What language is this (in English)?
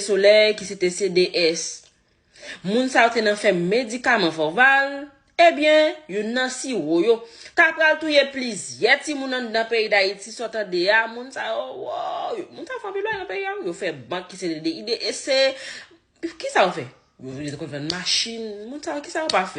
Haitian Creole